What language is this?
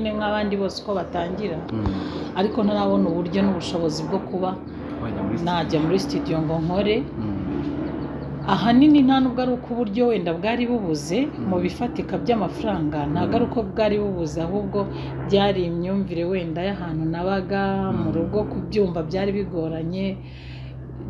Kinyarwanda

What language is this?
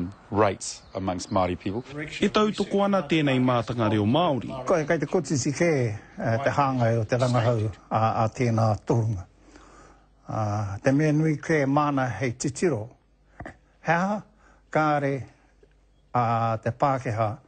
Māori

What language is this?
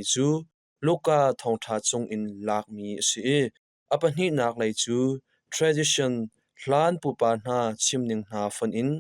Hakha Chin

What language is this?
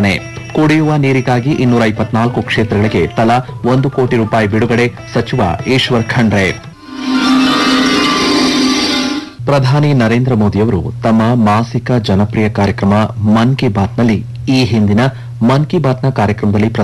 Kannada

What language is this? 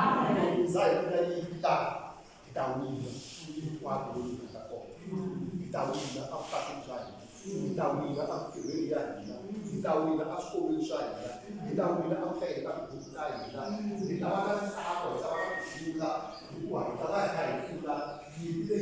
Tsonga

